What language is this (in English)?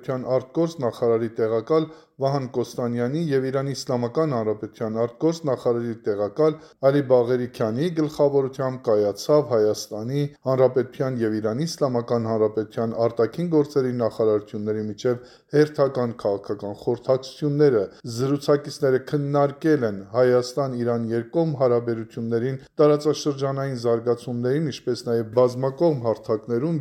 Armenian